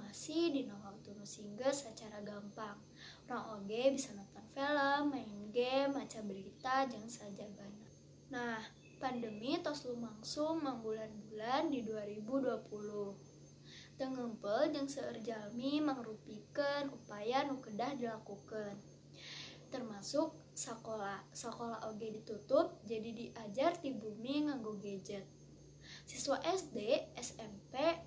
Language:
Sundanese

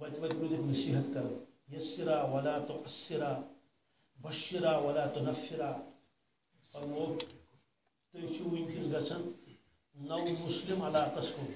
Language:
Kashmiri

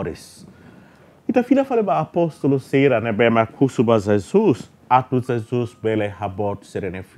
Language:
Tetum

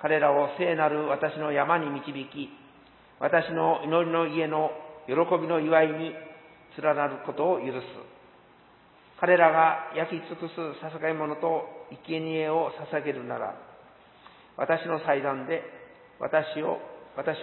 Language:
Japanese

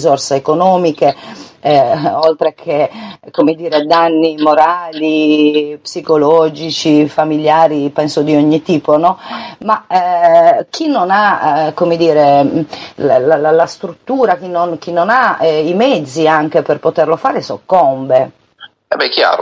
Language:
Italian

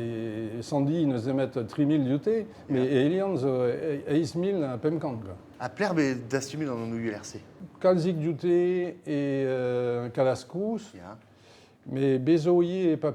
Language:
Breton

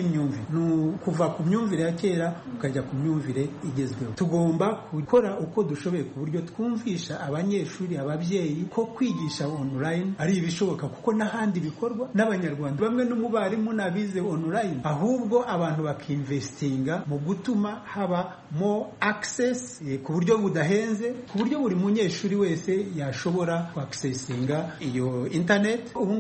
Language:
Kinyarwanda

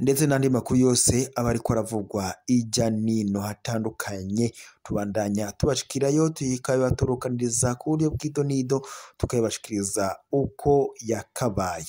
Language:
Rundi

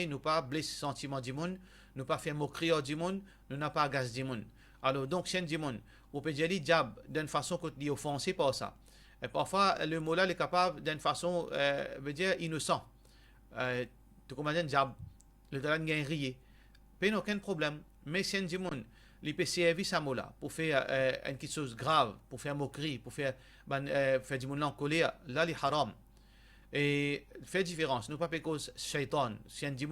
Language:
Morisyen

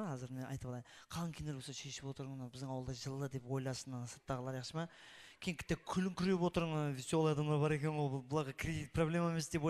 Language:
Kara-Kalpak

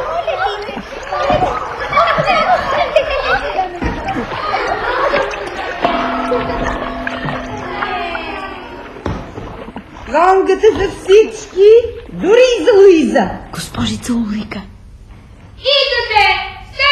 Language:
Bulgarian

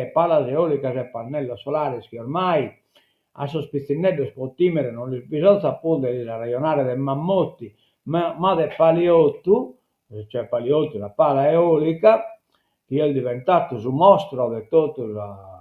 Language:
Sardinian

